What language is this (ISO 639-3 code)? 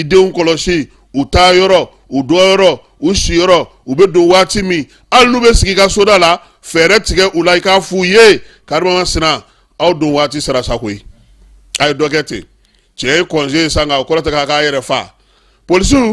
bam